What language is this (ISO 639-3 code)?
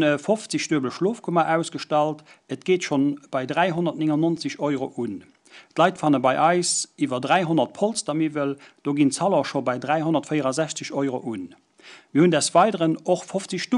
ltz